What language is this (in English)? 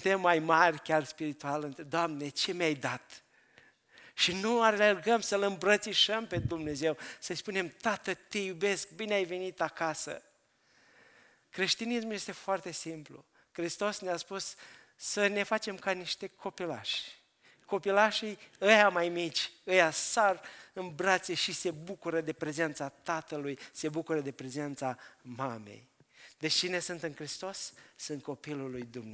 Romanian